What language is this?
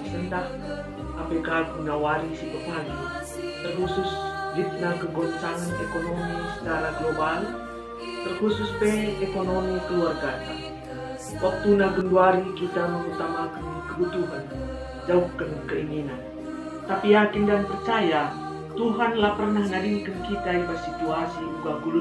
Batak Karo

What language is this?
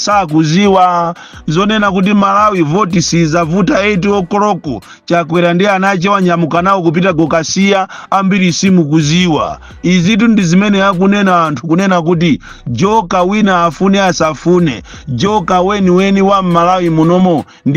Nyanja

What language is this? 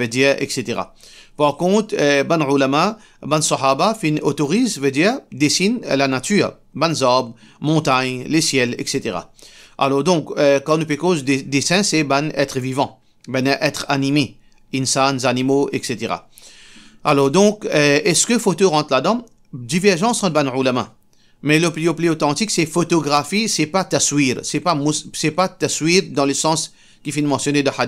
Morisyen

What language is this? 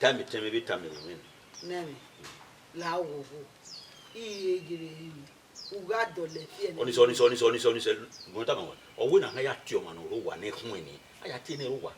Bini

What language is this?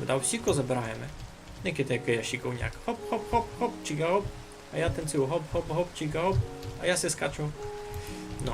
Rusyn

